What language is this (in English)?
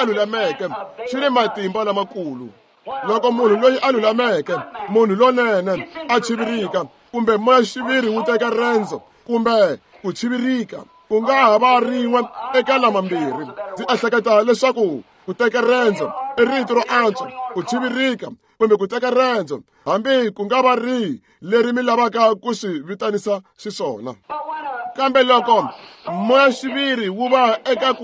Tsonga